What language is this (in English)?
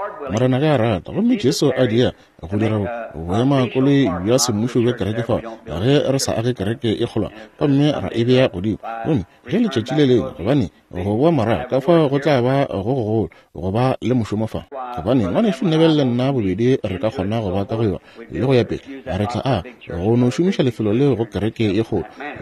Northern Sotho